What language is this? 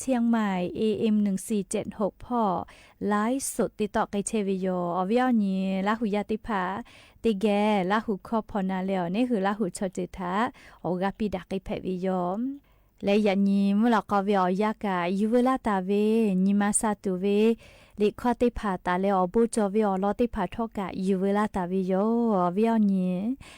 Lahu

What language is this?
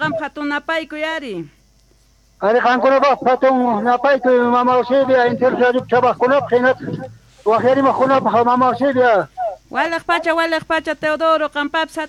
South Bolivian Quechua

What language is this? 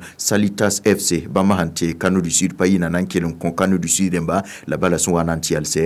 Mossi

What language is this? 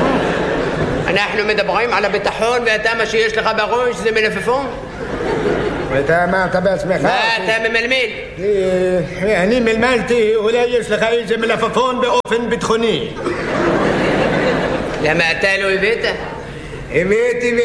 Hebrew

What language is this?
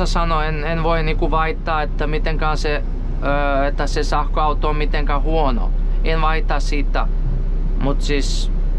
Finnish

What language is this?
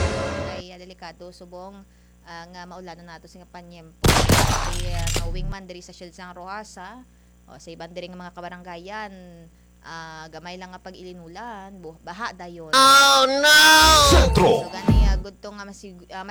Hiligaynon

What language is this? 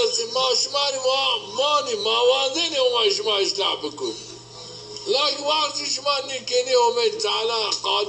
Zaza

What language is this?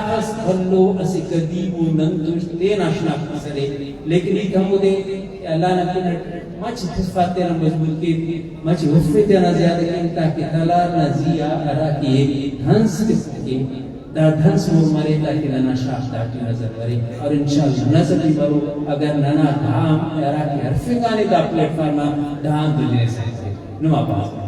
Brahui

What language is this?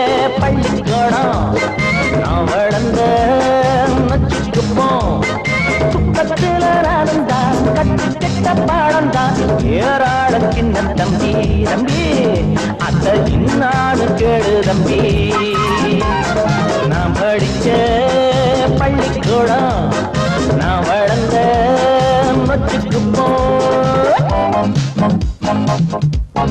Tamil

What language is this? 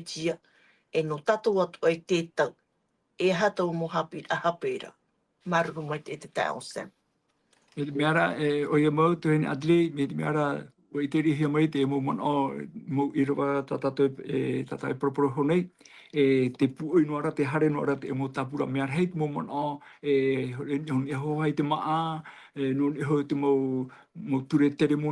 Tahitian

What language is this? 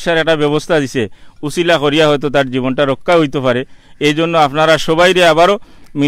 Sylheti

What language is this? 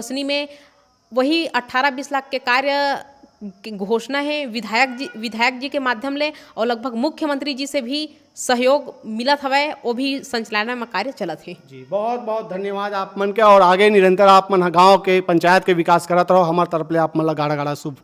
Chhattisgarhi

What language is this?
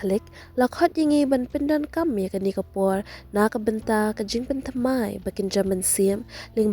Khasi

